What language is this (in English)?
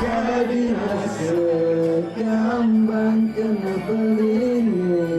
Balinese